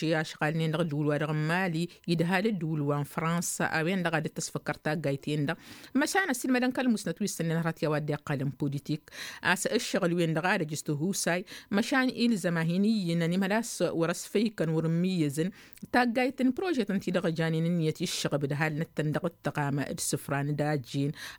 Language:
Tamasheq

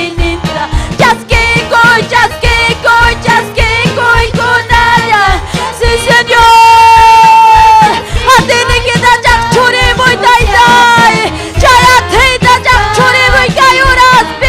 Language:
Ayacucho Quechua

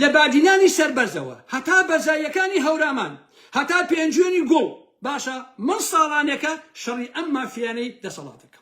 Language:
Central Kurdish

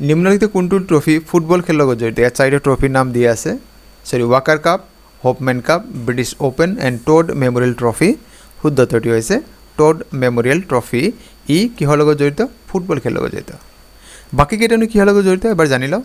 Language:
Assamese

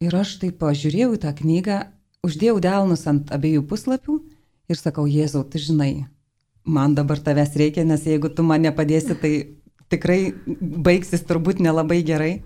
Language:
Lithuanian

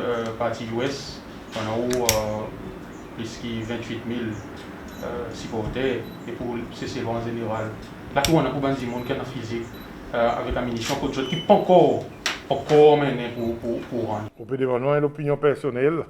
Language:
Seselwa Creole French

